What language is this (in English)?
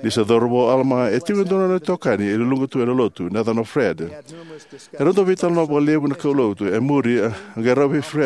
Fijian